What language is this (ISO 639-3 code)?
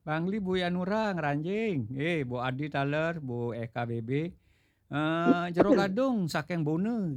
ban